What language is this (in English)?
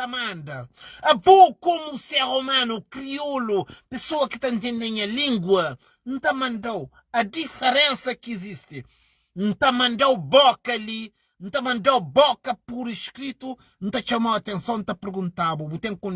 Kabuverdianu